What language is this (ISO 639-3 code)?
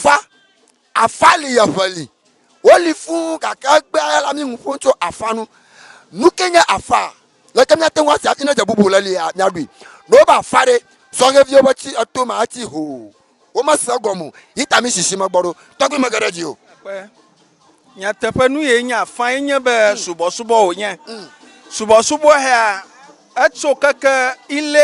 ewe